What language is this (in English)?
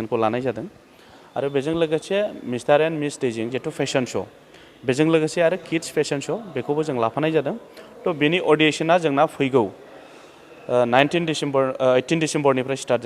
Bodo